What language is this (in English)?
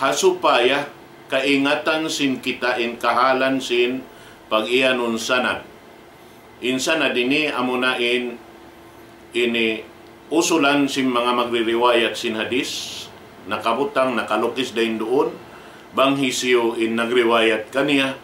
Tausug